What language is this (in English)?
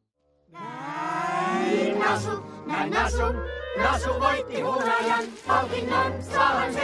Finnish